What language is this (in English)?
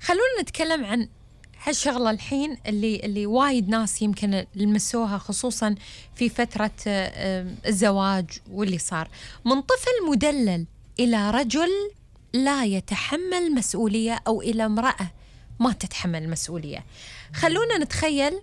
Gulf Arabic